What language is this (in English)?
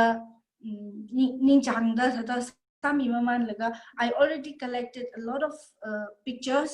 Tangkhul Naga (India)